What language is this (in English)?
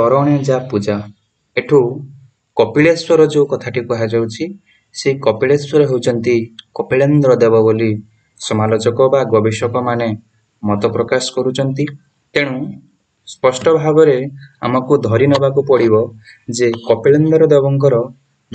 Odia